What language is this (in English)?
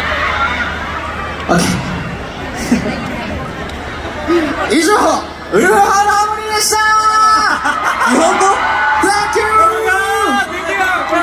Japanese